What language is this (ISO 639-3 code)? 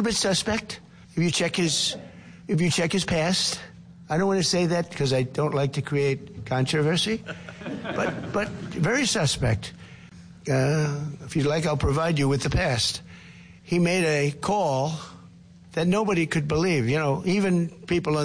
eng